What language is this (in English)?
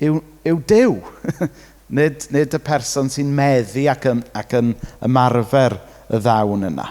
Welsh